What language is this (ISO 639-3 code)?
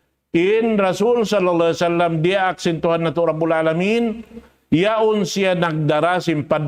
tsg